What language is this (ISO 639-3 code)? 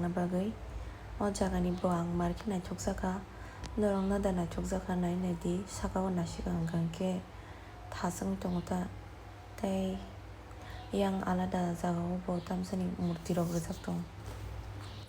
trp